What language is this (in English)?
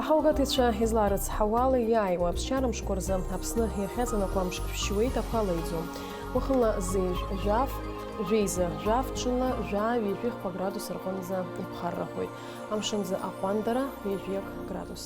Abkhazian